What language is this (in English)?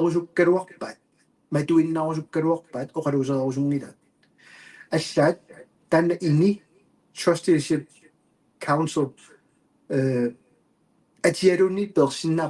Kalaallisut